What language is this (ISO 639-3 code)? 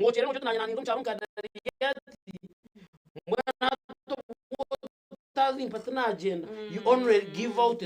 nyn